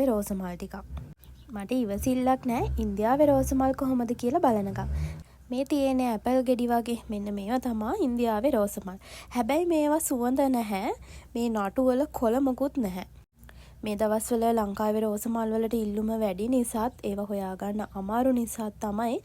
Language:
Sinhala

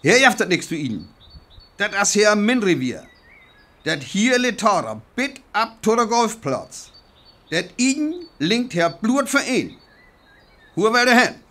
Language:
Northern Frisian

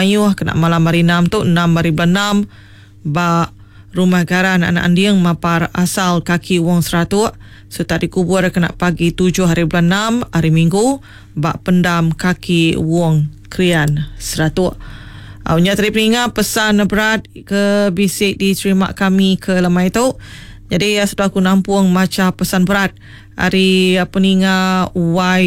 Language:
Iban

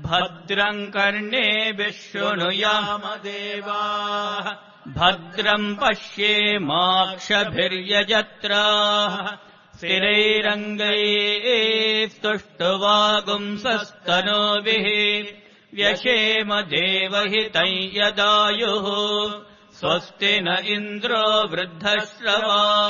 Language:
Sanskrit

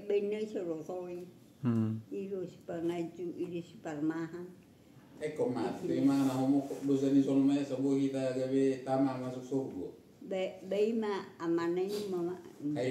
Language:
Batak Toba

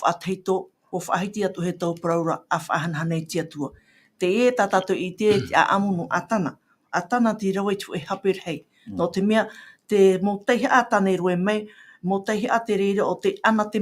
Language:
Tahitian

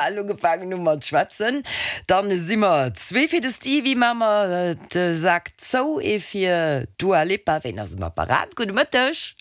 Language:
Luxembourgish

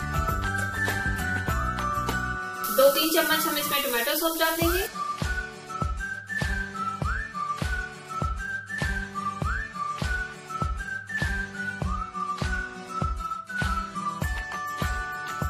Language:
Hindi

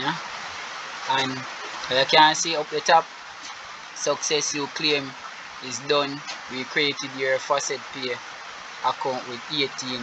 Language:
Jamaican Creole English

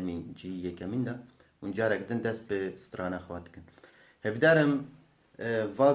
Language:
Kurdish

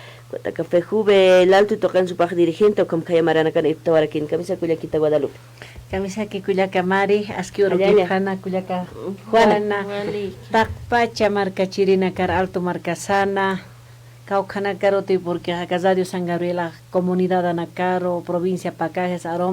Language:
Aymara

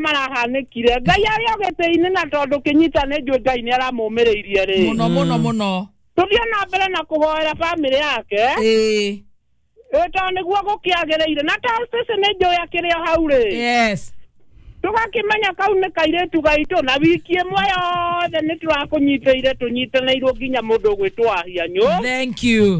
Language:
Kikuyu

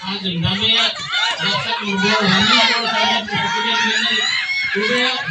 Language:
Divehi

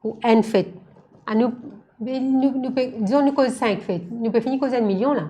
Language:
Morisyen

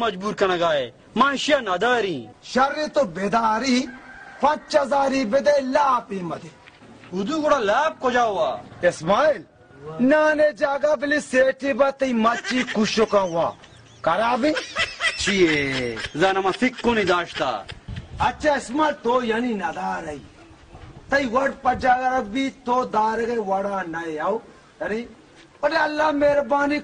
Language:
Baluchi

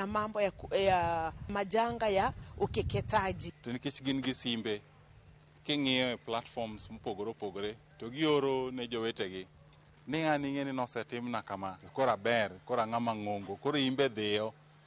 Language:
Luo (Kenya and Tanzania)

